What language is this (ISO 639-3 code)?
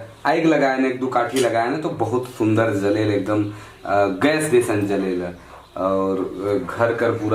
sck